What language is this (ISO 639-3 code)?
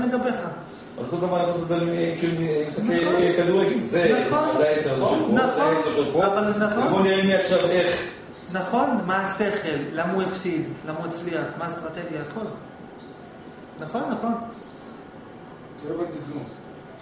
heb